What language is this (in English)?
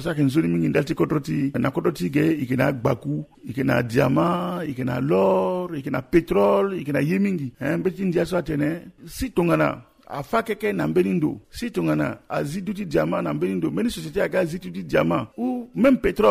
Sango